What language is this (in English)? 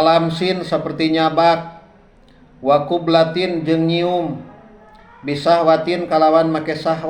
Sundanese